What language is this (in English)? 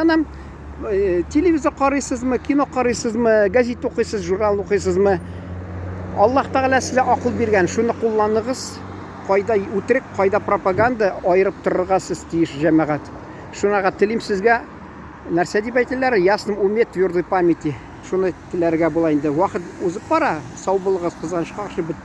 Tatar